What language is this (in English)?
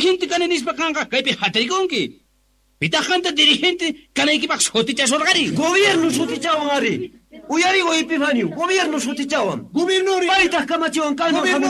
Quechua